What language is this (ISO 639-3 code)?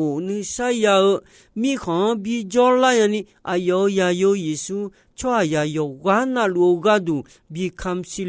ahk